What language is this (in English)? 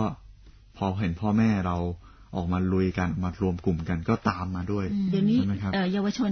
Thai